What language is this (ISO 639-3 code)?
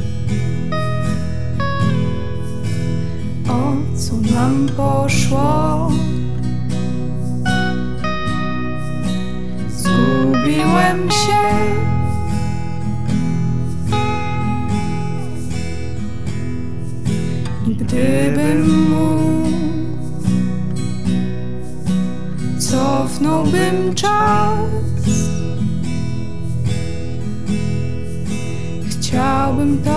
pol